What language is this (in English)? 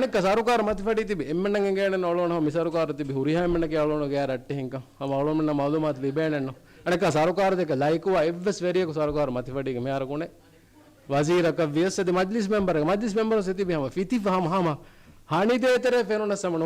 Divehi